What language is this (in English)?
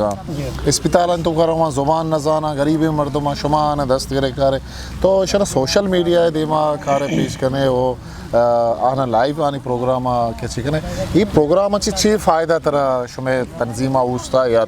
Eastern Balochi